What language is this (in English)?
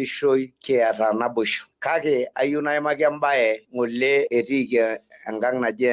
Masai